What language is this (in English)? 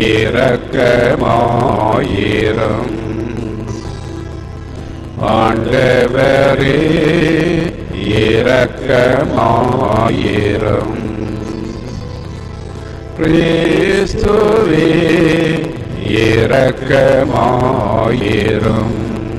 Tamil